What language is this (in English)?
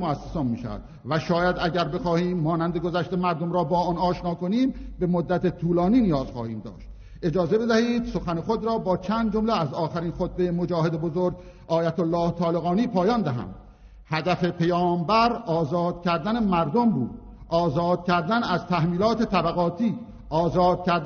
Persian